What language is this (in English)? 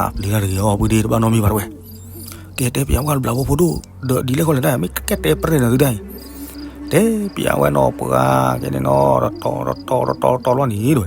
S'gaw Karen